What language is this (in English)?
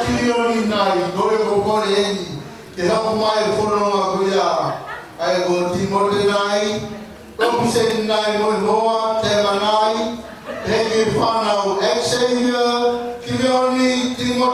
Tongan